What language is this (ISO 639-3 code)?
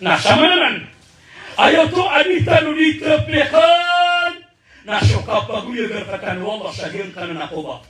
mrw